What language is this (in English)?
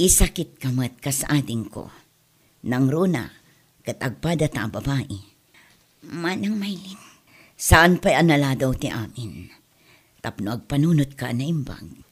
Iloko